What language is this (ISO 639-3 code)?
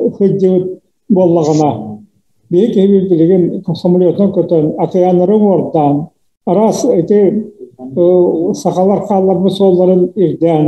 sah